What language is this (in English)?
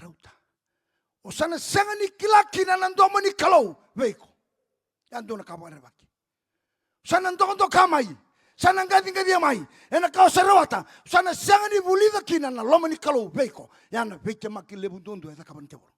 Fijian